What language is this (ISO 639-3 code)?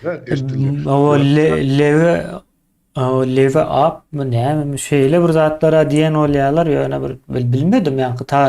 tuk